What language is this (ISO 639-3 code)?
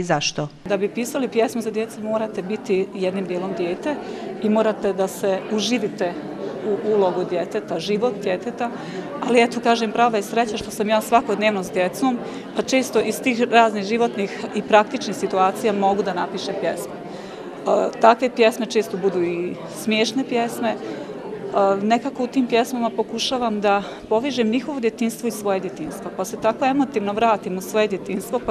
bos